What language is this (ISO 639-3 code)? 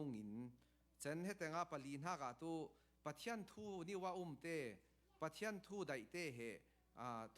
cfm